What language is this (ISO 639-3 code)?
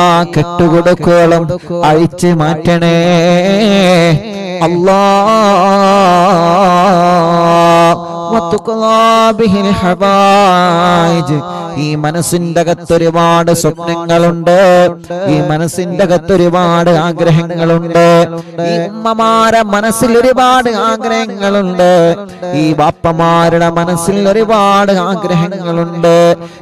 mal